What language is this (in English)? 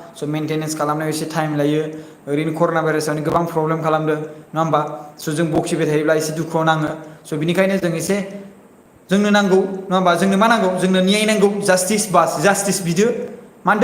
Bodo